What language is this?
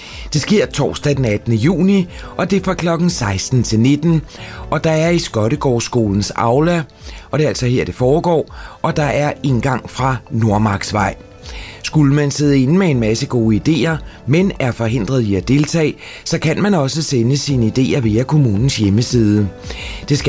Danish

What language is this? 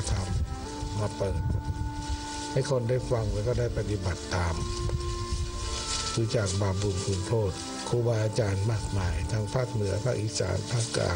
Thai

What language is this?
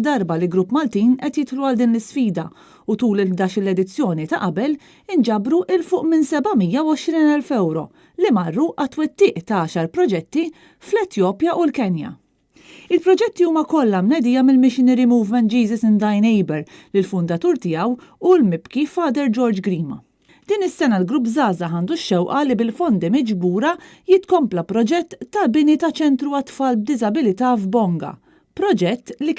Maltese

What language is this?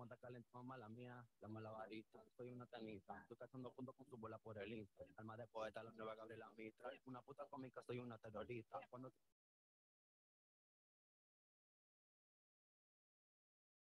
Spanish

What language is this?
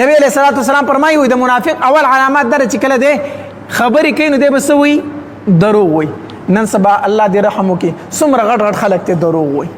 Pashto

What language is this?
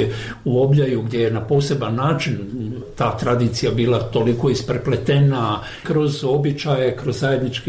Bosnian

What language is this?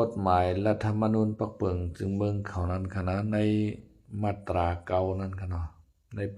Lao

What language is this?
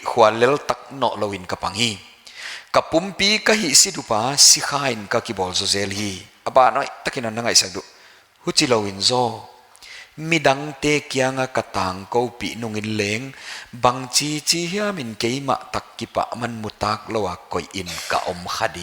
Paite Chin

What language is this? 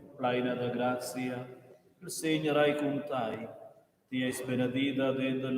Romansh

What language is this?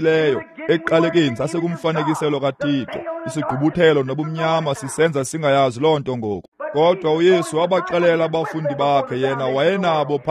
Xhosa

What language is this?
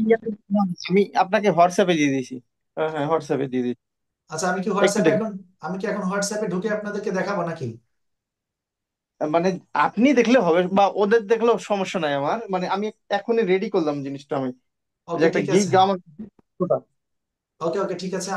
Bangla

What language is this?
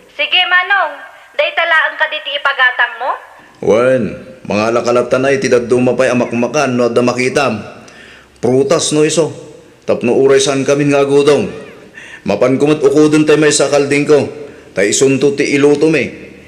Iloko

